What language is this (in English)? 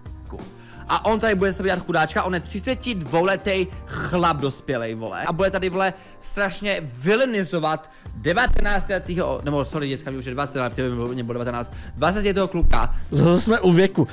Czech